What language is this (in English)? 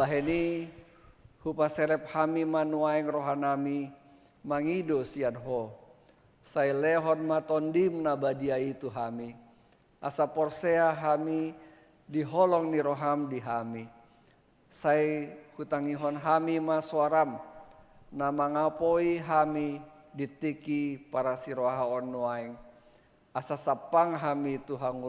Batak Toba